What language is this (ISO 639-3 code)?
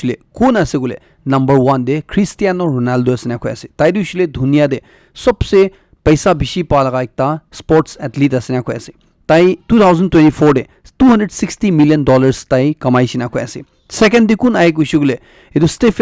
nag